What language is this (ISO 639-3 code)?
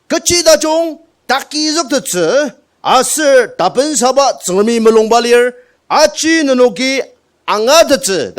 njo